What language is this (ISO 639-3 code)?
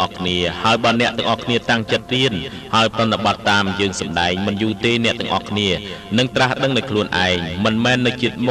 khm